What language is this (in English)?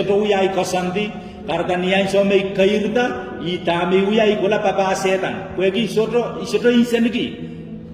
Pohnpeian